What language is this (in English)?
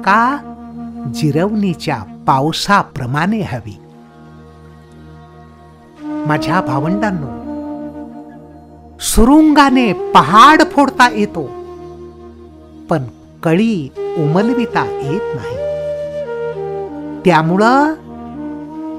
Marathi